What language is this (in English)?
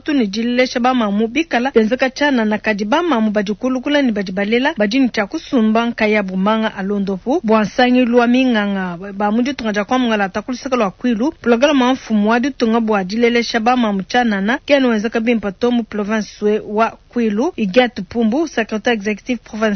Luba-Lulua